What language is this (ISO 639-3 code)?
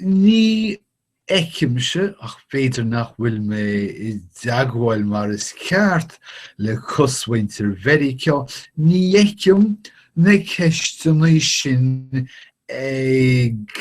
gle